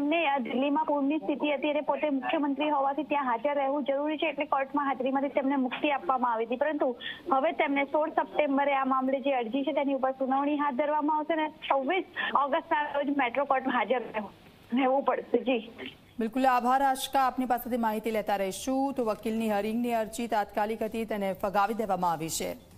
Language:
Gujarati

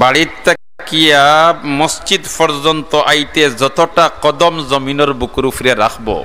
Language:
Sylheti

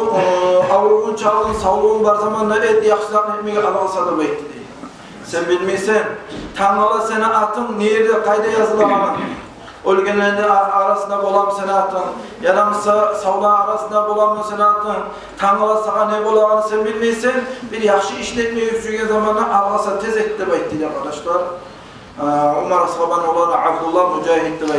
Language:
Kumyk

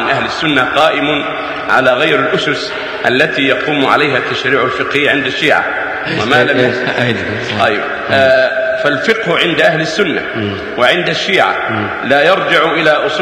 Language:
Arabic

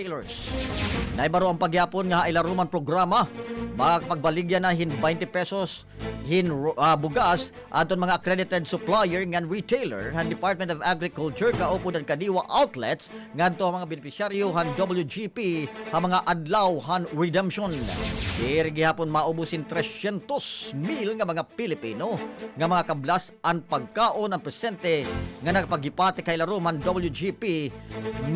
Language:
Waray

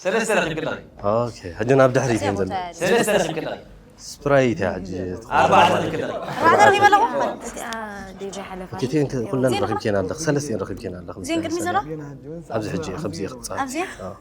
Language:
Tigrinya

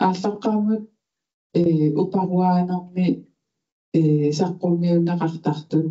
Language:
Kalaallisut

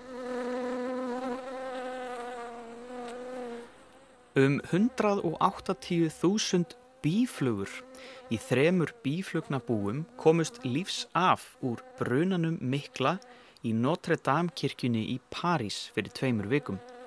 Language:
Icelandic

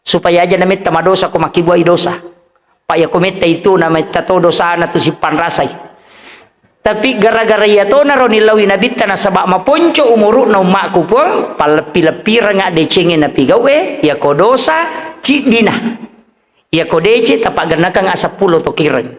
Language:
Buginese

